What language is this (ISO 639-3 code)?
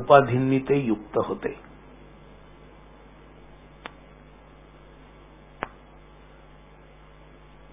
mar